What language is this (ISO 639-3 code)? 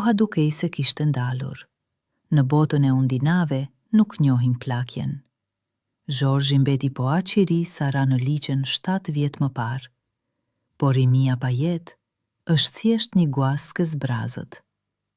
sqi